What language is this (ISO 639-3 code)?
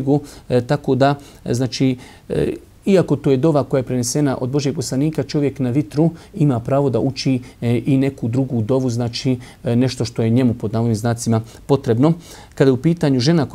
bos